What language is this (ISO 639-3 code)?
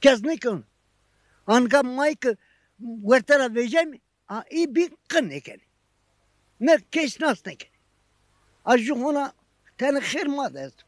zza